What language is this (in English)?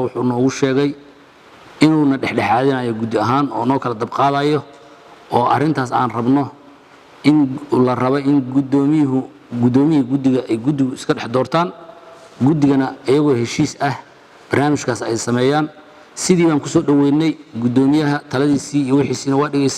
Somali